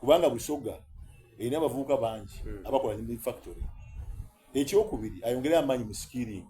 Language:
Soga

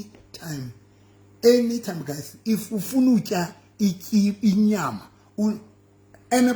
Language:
Southern Sotho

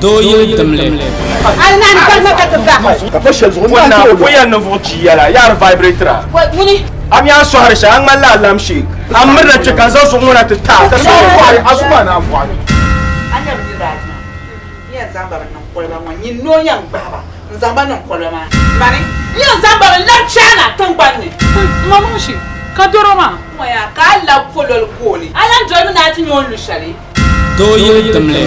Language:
Dagbani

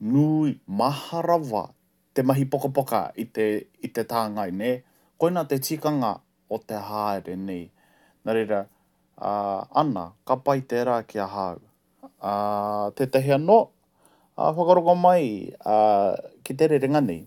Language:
Māori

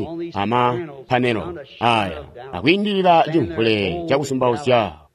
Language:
Tonga (Zambia)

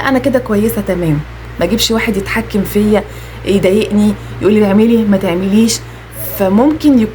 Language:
Egyptian Arabic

